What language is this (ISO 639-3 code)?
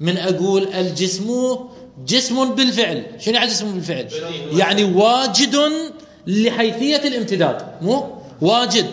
acm